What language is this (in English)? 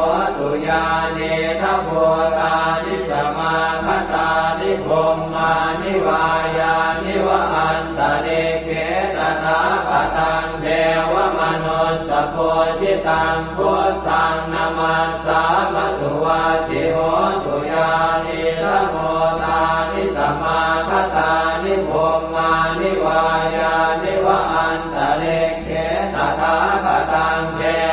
Pali